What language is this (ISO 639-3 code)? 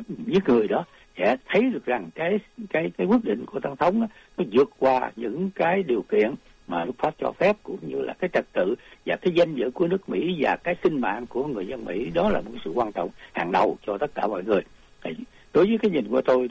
vie